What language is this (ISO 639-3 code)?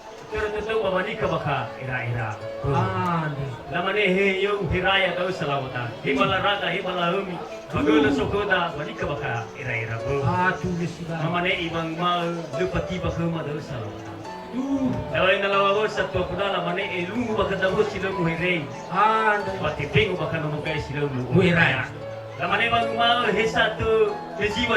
nia